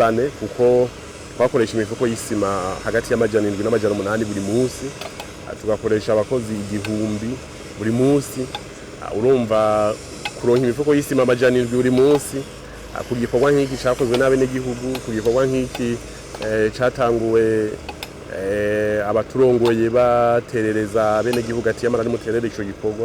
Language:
Rundi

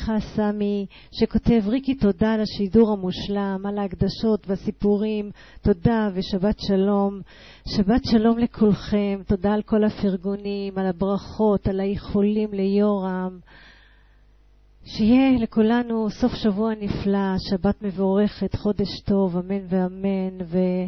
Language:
Hebrew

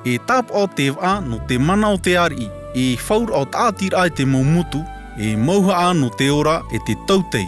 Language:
Tahitian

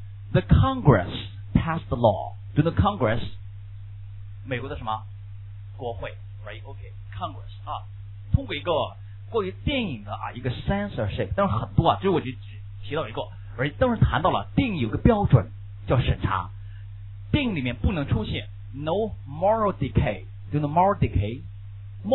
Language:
Chinese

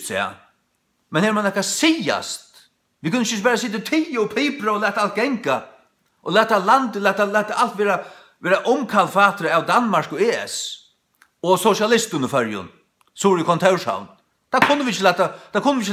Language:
Faroese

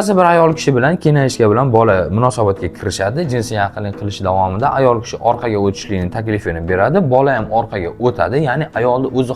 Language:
Uzbek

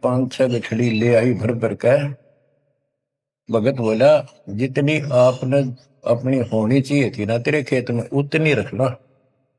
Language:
Hindi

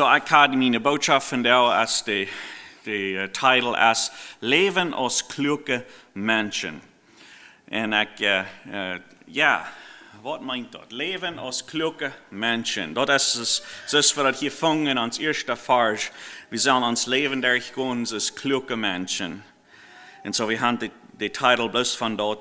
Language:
Plautdietsch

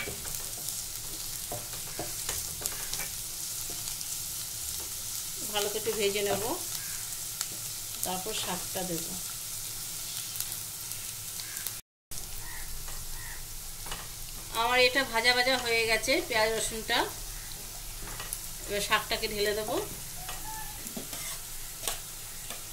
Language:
Bangla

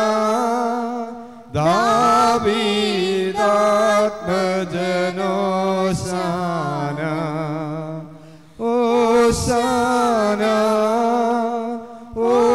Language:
Malayalam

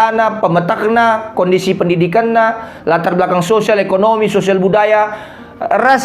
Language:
Batak Karo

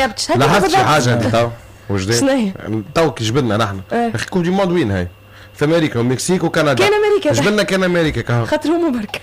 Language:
Tunisian Arabic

